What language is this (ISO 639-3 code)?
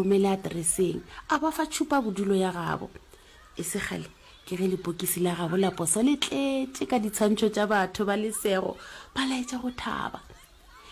nso